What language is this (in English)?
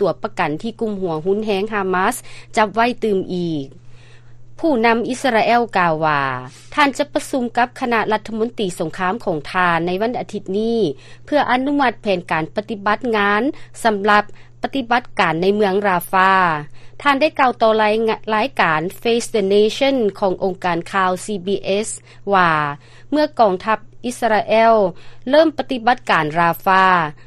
Lao